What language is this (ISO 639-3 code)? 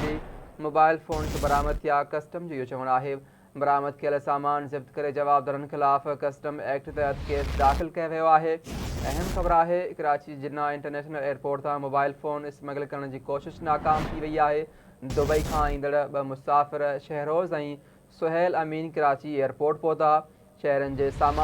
snd